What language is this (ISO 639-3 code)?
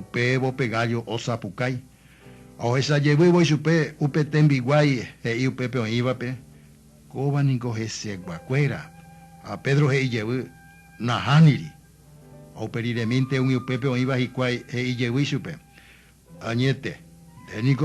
grn